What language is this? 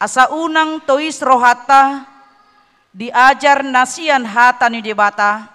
Batak Toba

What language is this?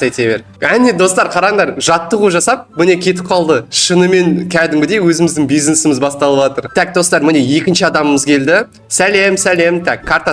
Kazakh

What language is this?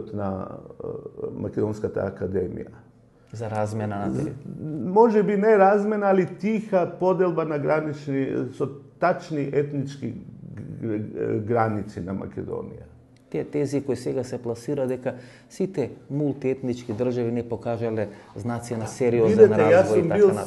Macedonian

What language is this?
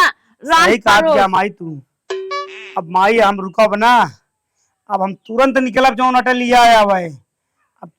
Awadhi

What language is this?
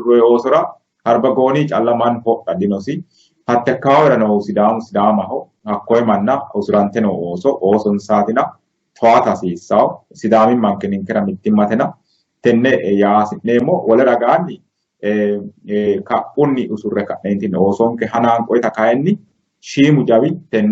Sidamo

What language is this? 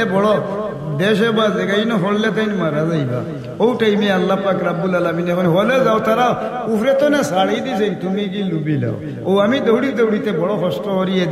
Sylheti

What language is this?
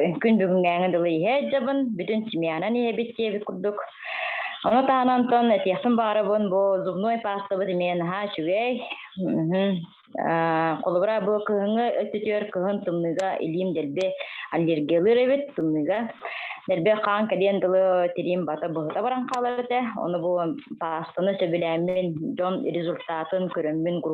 Yakut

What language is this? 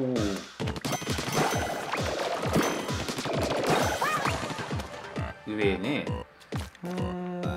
Japanese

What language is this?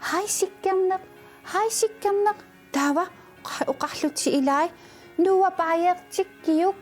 Kalaallisut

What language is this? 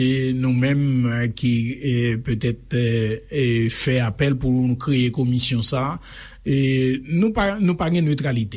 Haitian Creole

